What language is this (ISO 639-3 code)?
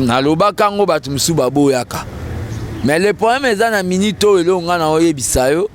lin